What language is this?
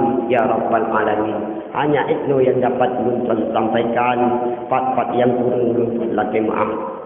Achinese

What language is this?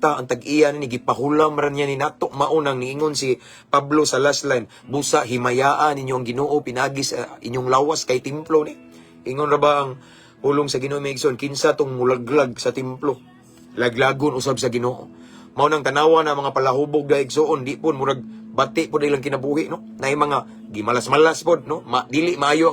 Cebuano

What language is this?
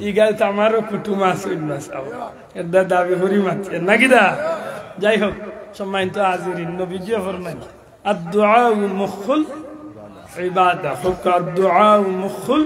Sylheti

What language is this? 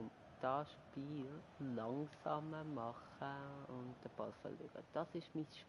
Swiss German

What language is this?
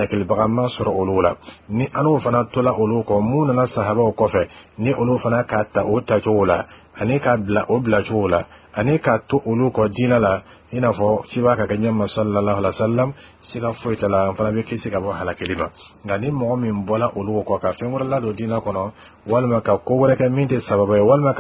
Bambara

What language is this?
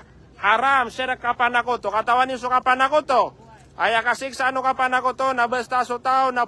Maranao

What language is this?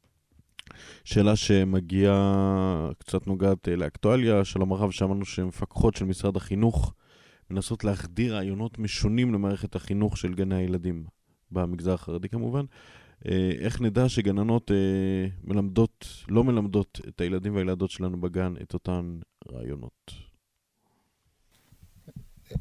Hebrew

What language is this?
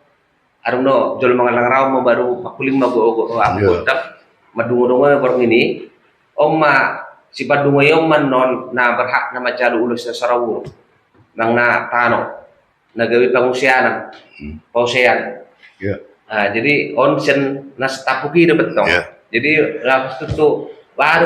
Batak Toba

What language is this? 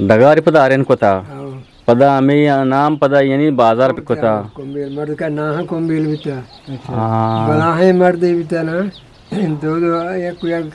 Eastern Balochi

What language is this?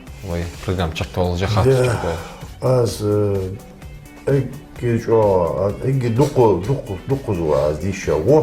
Ingush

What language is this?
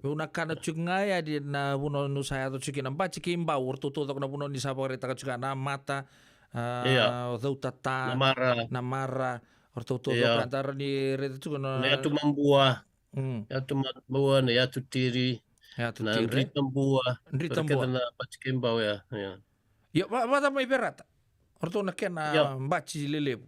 Fijian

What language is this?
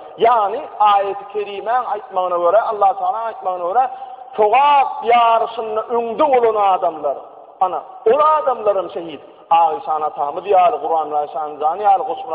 Turkmen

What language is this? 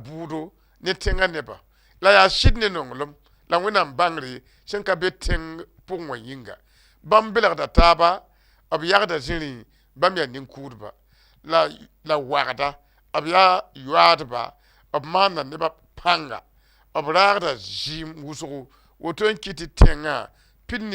Mossi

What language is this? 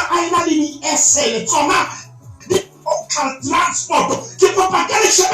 Southern Sotho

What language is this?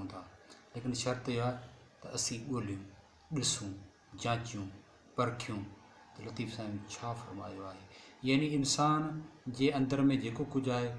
Sindhi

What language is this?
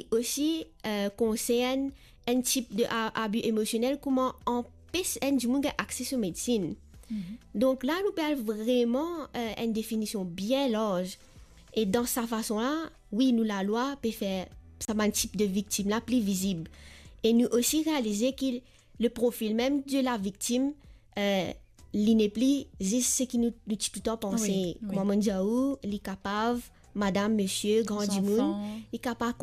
Morisyen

